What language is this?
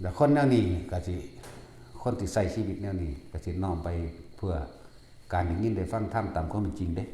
Lao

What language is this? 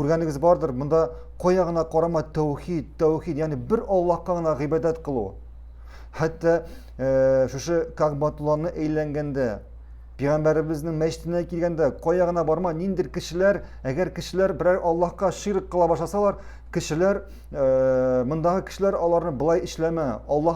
Tatar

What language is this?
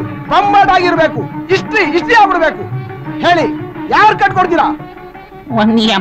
Kannada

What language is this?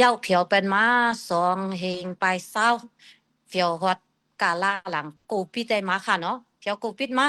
Shan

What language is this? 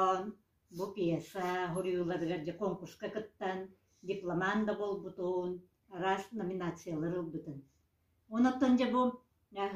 Yakut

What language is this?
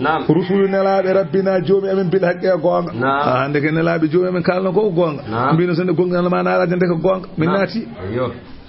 Fula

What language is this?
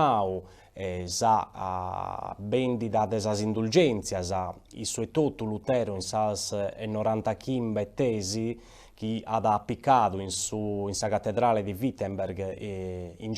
Sardinian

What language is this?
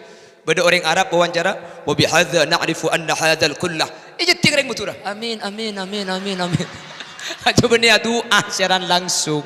Madurese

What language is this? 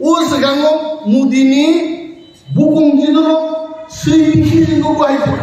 Kok Borok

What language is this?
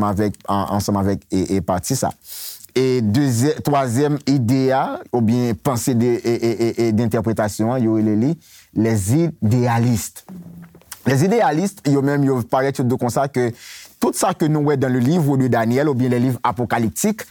Haitian Creole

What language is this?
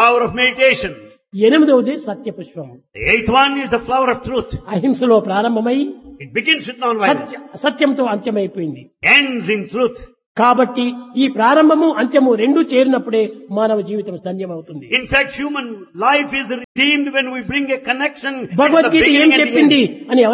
Telugu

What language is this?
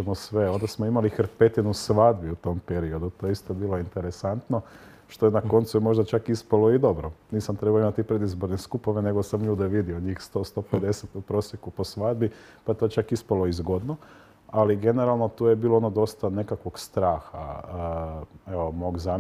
Croatian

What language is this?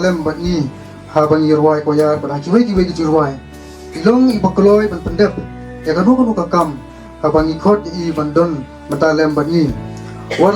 Khasi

